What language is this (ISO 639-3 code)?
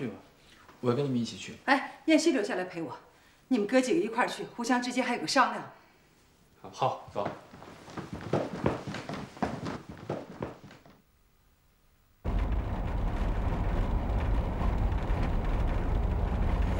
zho